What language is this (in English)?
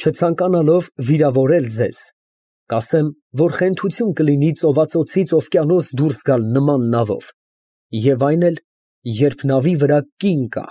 Armenian